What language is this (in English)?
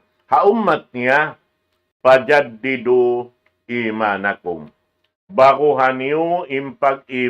Tausug